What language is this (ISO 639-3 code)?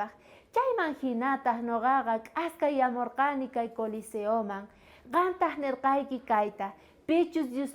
quh